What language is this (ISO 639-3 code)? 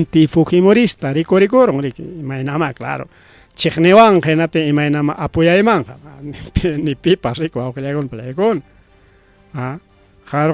quy